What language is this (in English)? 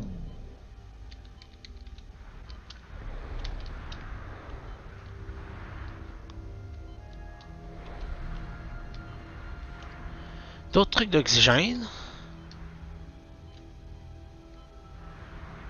French